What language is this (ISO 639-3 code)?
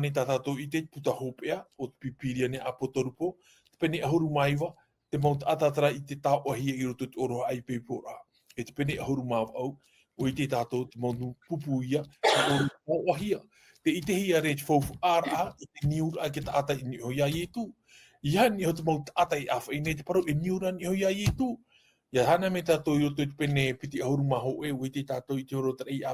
tah